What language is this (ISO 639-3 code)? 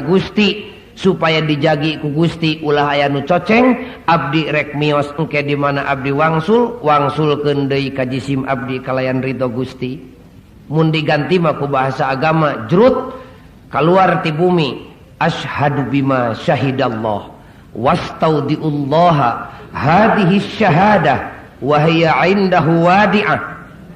sun